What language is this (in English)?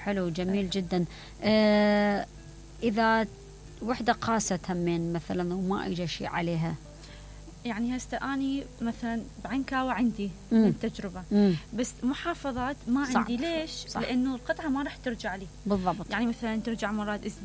Mesopotamian Arabic